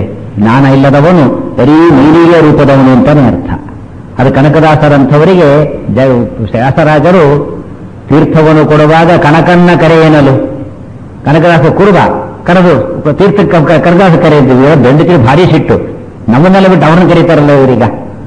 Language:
Kannada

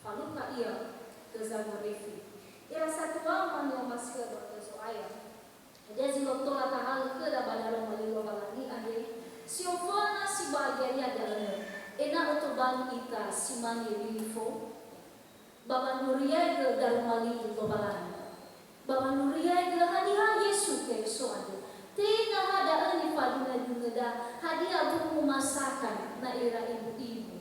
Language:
Nias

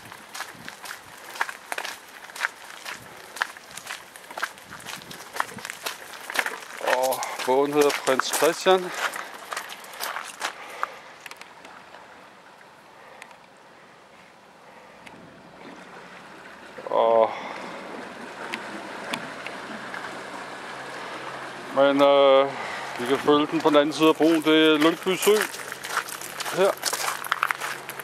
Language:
Danish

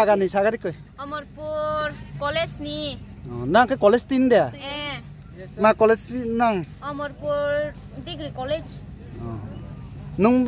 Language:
Riang (India)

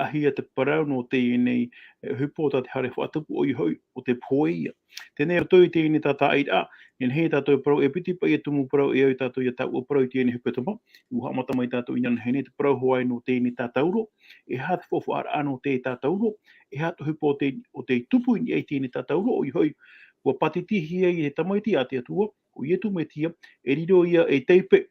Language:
Tahitian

